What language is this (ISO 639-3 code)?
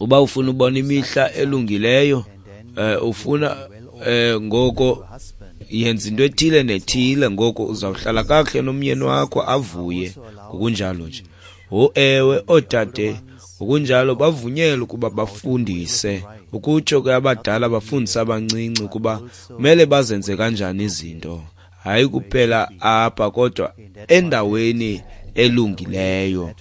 xho